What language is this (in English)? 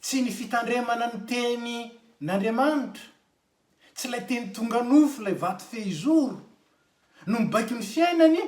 Malagasy